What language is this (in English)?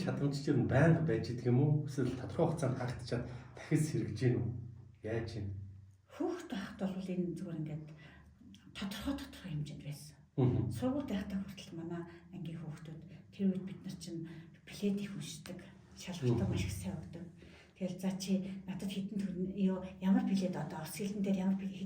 Mongolian